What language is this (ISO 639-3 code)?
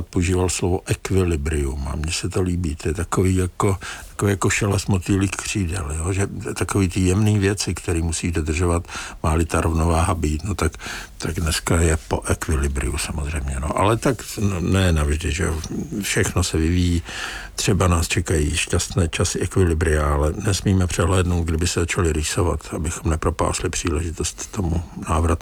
ces